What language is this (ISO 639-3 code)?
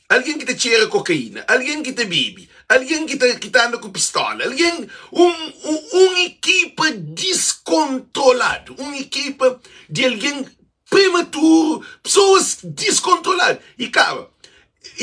kea